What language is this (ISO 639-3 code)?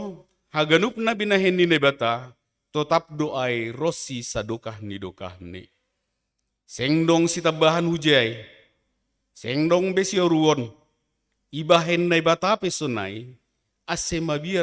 bts